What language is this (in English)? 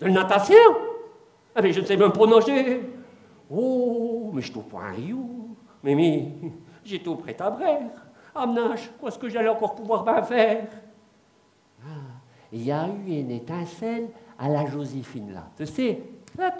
Picard